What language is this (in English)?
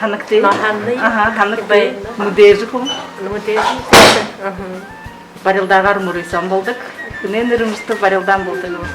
Buriat